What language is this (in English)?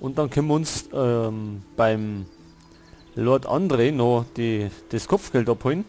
Bavarian